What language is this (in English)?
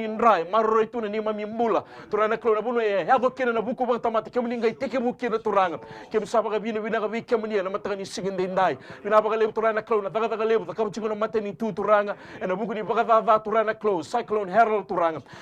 Fijian